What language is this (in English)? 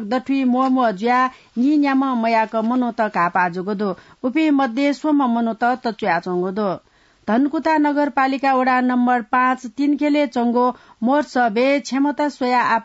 Newari